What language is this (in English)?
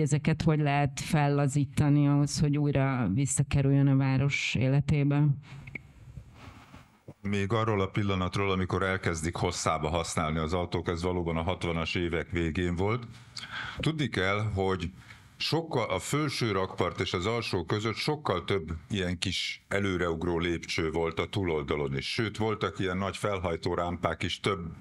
Hungarian